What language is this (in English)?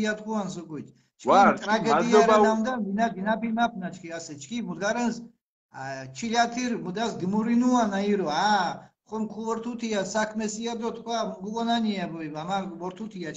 Mingrelian